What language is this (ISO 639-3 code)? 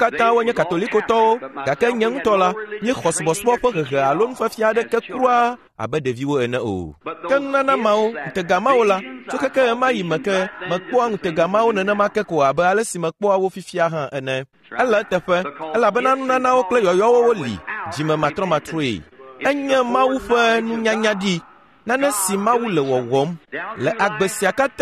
ewe